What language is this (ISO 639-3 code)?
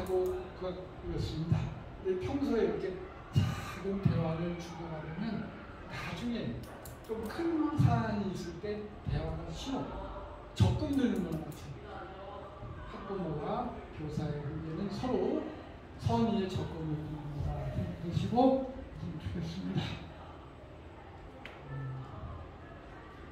kor